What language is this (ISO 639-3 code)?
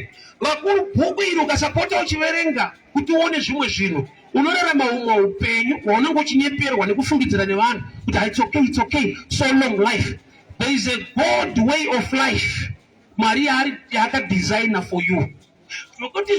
sna